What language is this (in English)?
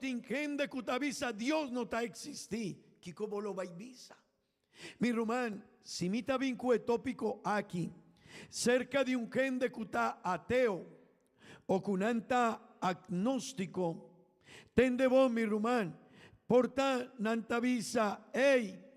Papiamento